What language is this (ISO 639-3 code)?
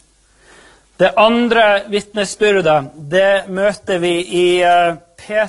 nor